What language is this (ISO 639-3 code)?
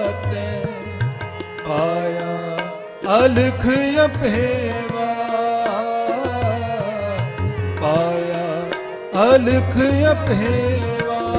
pan